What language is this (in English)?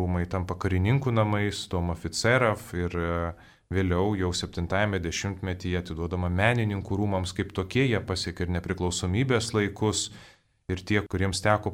Lithuanian